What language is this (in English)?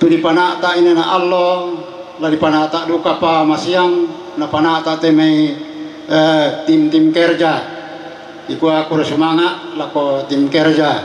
Toraja-Sa'dan